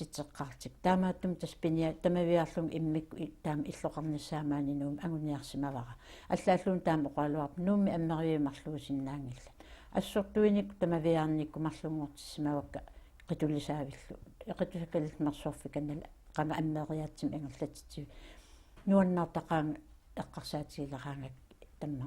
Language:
Kalaallisut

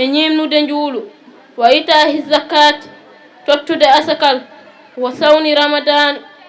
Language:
Fula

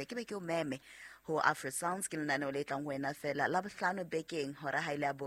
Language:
Southern Sotho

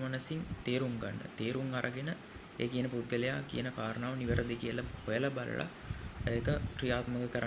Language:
Sinhala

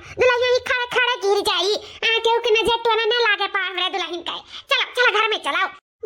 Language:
Awadhi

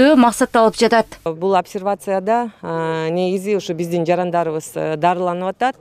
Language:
Kyrgyz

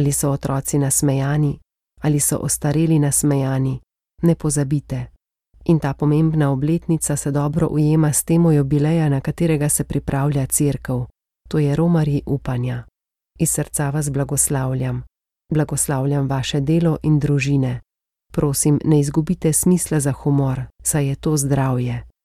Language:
Slovenian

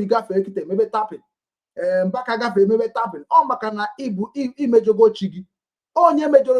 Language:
Igbo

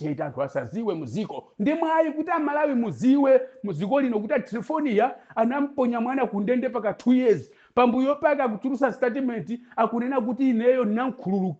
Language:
Nyanja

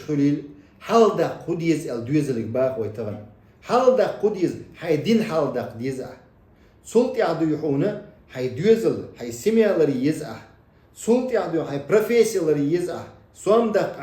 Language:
Chechen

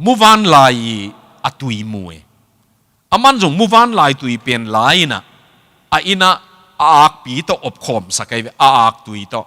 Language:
Tedim Chin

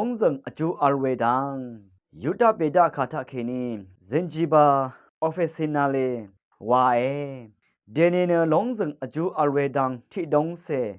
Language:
Rawang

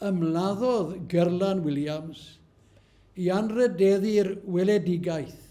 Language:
Welsh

